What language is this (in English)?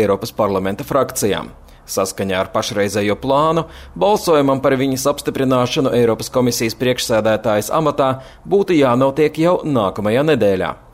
Latvian